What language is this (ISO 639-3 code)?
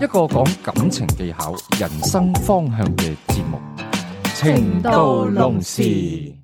yue